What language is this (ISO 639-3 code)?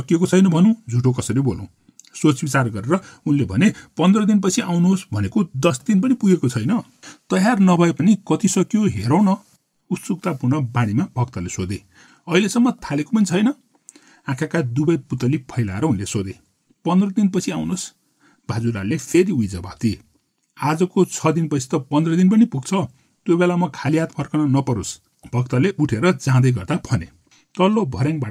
nep